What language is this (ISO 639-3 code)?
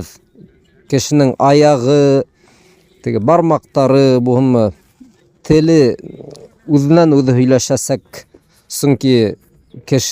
bak